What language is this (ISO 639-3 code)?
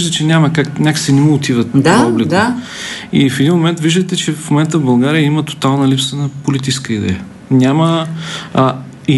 bul